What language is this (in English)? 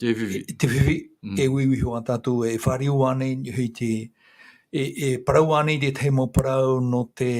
Tahitian